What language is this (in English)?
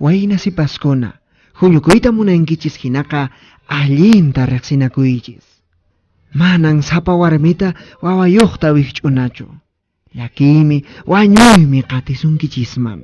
Quechua